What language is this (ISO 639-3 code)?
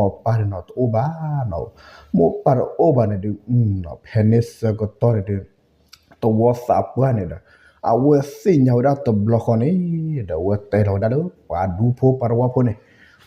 ksw